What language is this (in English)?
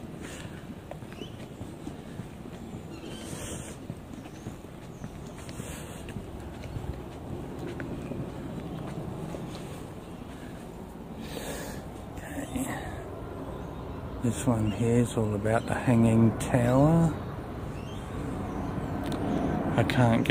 English